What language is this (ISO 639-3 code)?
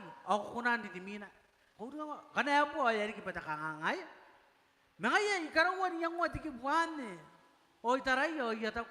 gil